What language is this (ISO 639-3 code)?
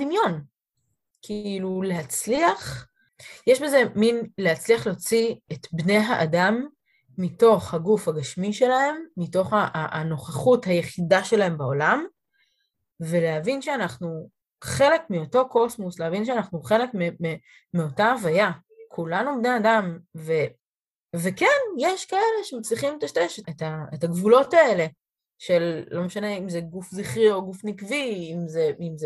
heb